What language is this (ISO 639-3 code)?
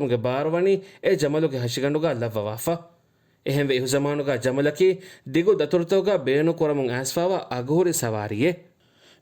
div